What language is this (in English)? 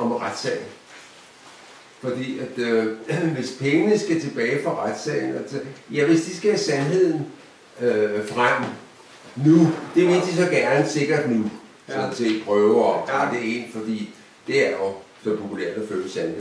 Danish